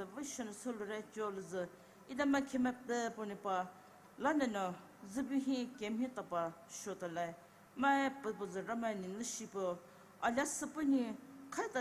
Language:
Poumei Naga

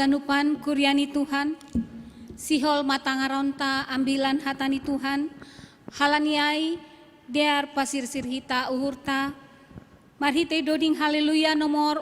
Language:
Batak Simalungun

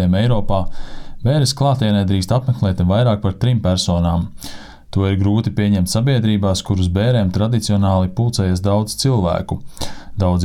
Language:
Latvian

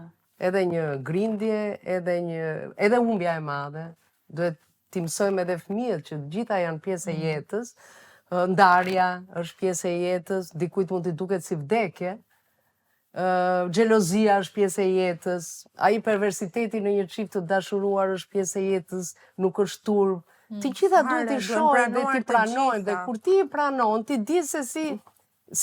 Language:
Albanian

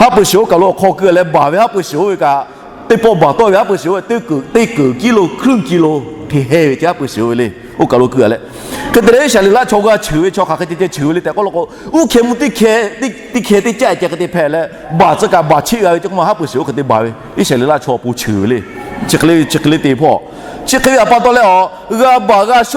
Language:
Lahu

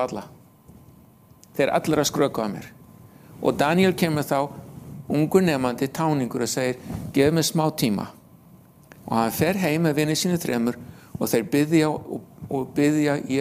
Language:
Icelandic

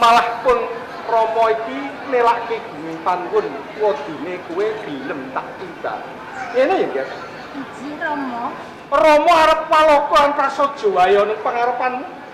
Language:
Javanese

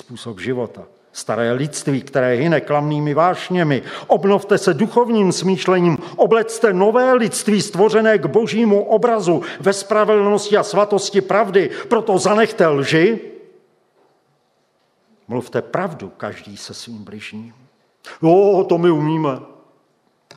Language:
Czech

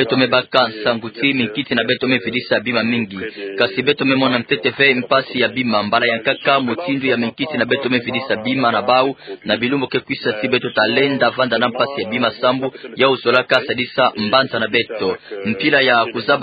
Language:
Kituba (Democratic Republic of Congo)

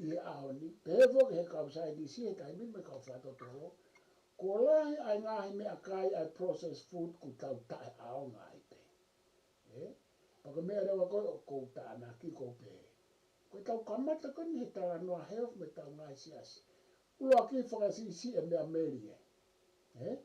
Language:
Tongan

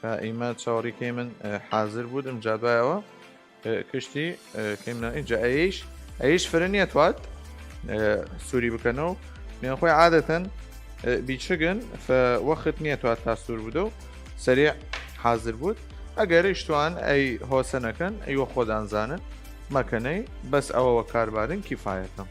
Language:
Southern Kurdish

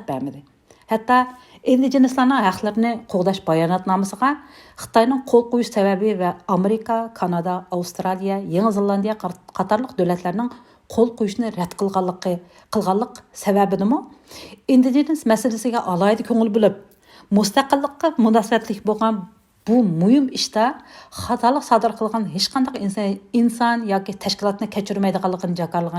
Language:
Uyghur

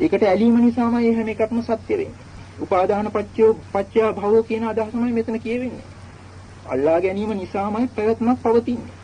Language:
Sinhala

